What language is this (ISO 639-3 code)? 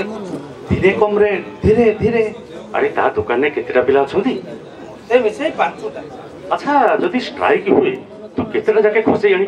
ori